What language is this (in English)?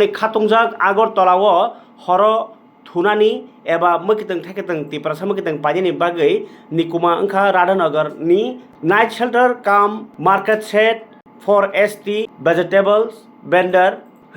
Kok Borok